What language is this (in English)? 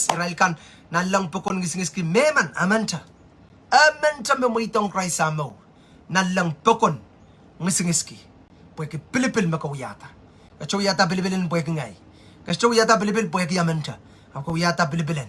Pohnpeian